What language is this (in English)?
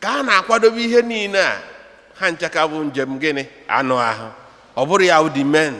Igbo